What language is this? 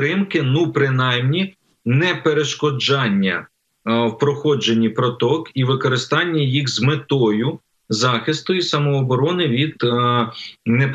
Ukrainian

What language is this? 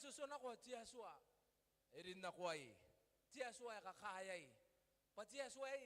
Gilbertese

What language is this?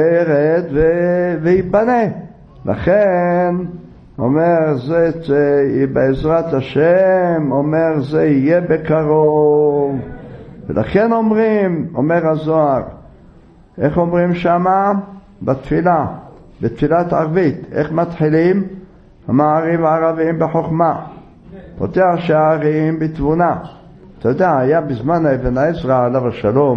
Hebrew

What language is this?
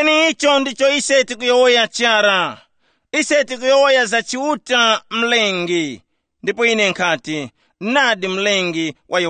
Tumbuka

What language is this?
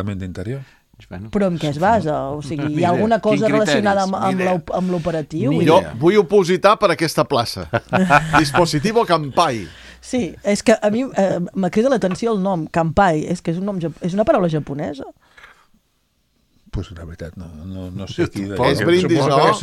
Catalan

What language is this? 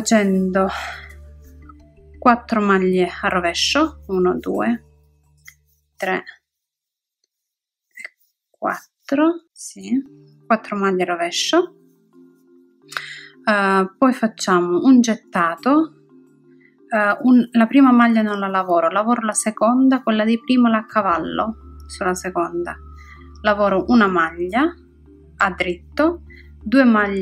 Italian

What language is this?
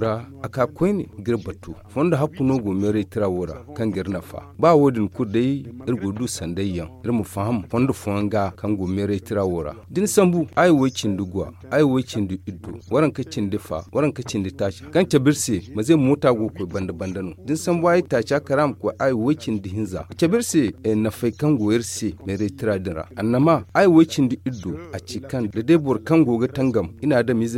Zarma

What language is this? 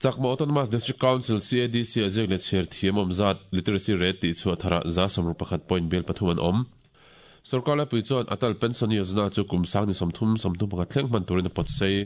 Mizo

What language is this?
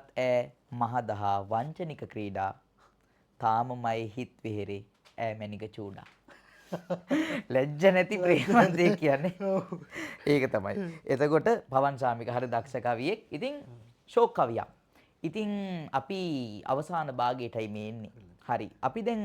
Sinhala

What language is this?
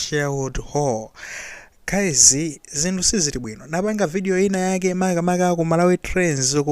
Nyanja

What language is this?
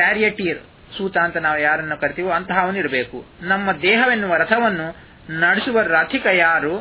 Kannada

